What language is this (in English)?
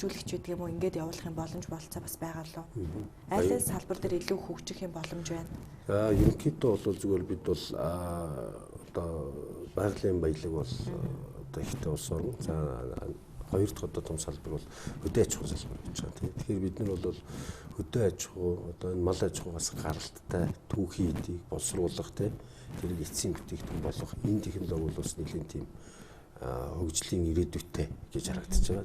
Mongolian